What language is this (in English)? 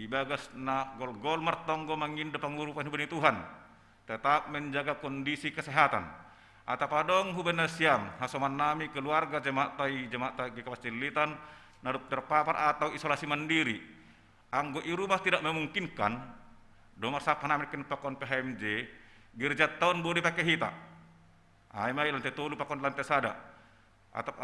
Batak Simalungun